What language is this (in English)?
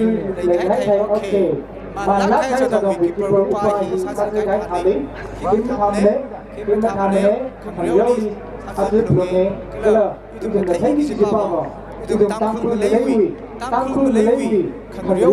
Tangkhul Naga (India)